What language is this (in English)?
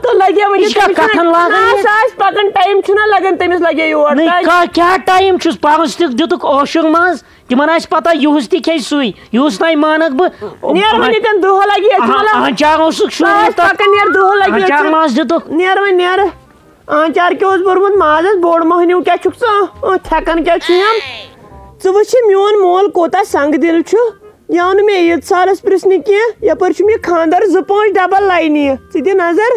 Kashmiri